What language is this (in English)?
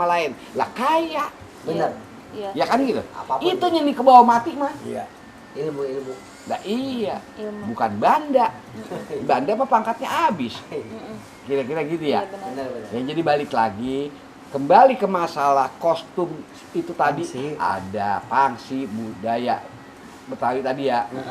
Betawi